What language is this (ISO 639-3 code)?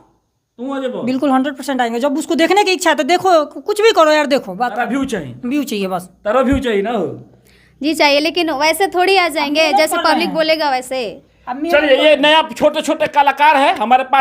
bho